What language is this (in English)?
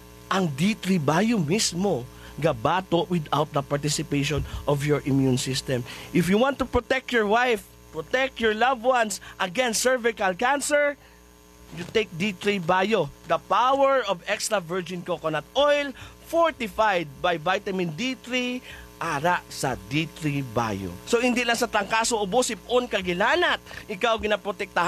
Hiligaynon